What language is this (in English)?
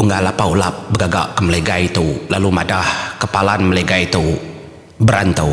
Iban